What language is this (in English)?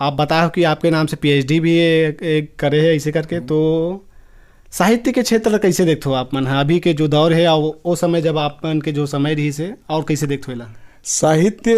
Chhattisgarhi